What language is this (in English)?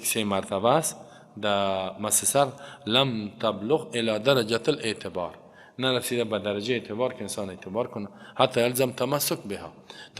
Persian